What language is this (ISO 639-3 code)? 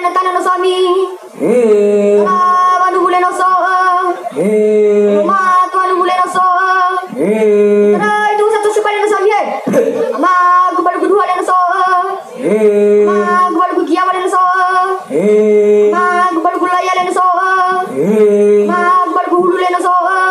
nia